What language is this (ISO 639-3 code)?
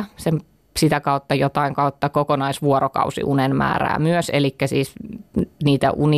fin